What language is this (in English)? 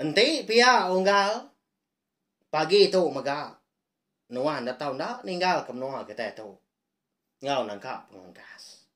Iban